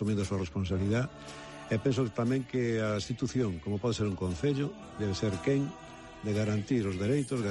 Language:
Galician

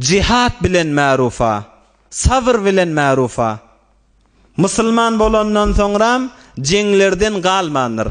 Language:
Turkmen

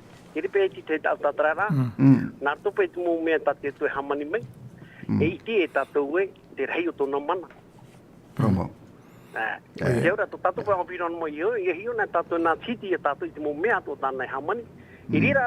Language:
Tahitian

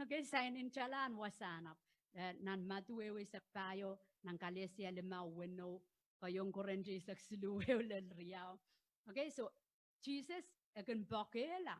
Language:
Pohnpeian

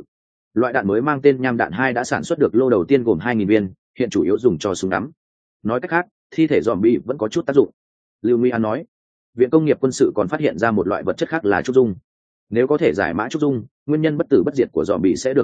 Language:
Vietnamese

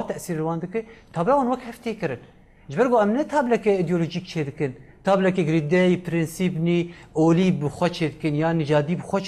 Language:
Kurdish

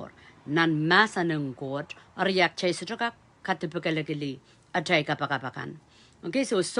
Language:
Pohnpeian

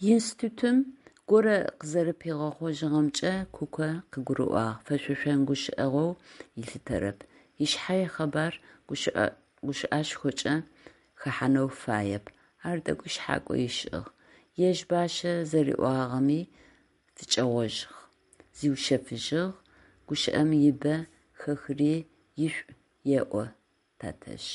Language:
Adyghe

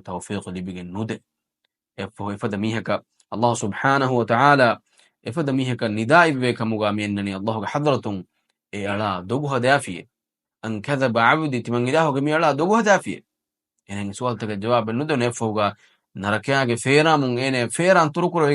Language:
Divehi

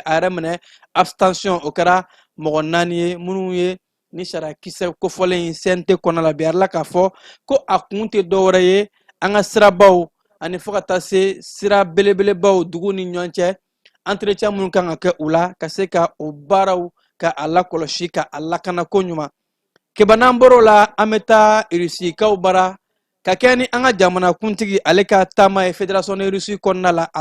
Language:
Bambara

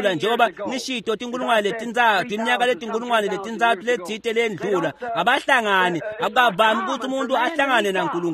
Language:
Swati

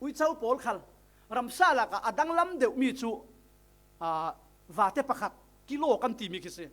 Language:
Falam Chin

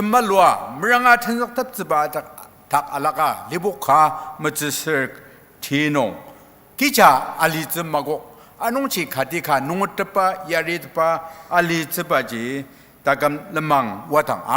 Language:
Ao Naga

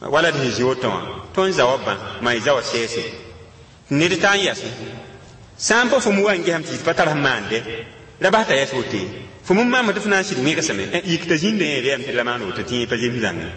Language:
Mossi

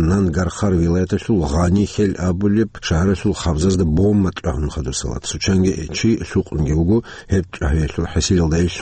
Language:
Avaric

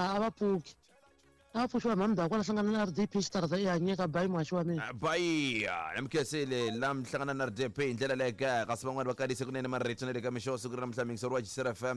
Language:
Tsonga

